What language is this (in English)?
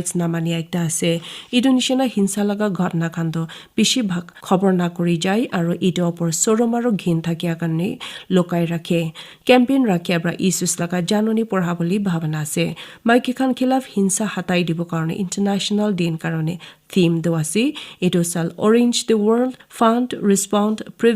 Naga Pidgin